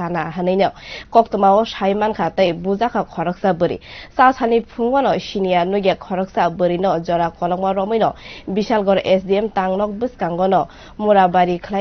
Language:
Kok Borok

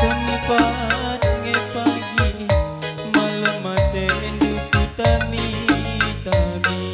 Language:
Batak Karo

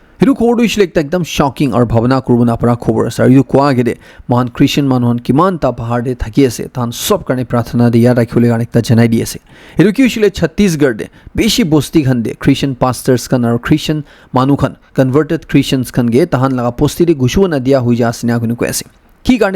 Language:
Naga Pidgin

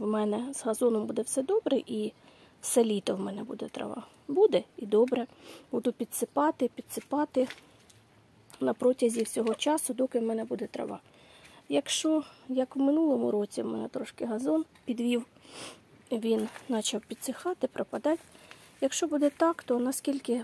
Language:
Ukrainian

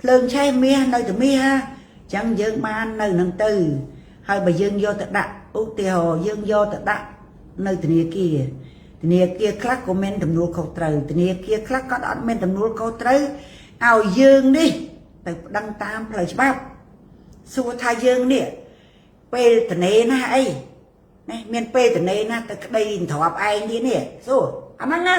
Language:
Khmer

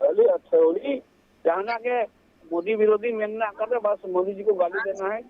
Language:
Santali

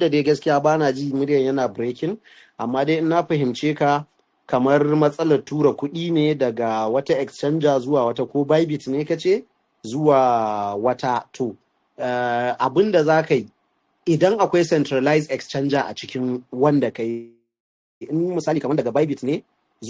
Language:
Hausa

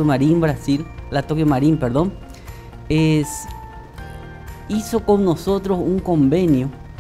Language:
Spanish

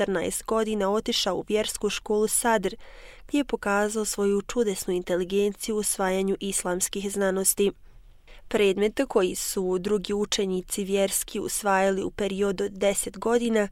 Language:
Bosnian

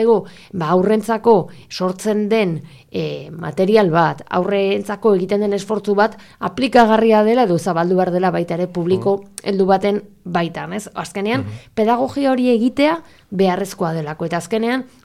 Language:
Basque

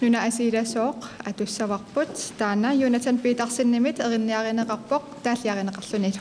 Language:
Kalaallisut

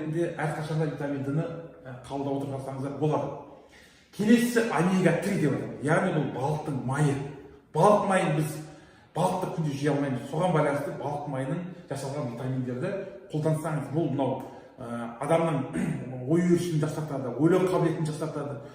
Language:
Kazakh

